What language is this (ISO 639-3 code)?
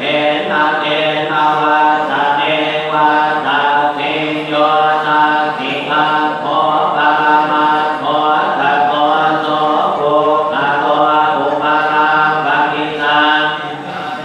pli